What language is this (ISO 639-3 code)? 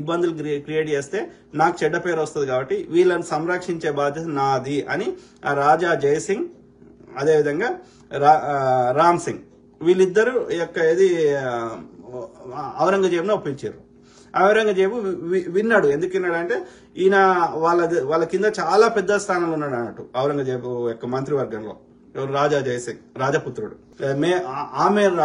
tel